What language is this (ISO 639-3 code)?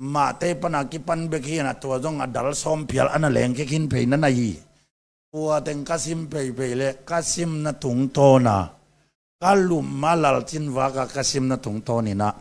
ctd